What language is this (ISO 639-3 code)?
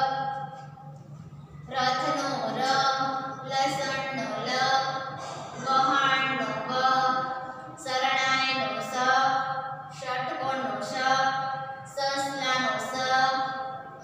guj